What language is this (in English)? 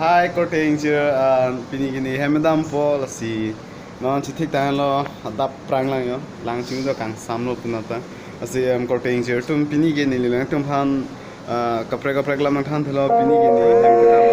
Karbi